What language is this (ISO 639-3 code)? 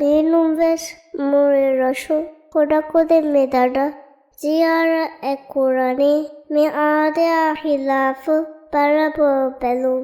div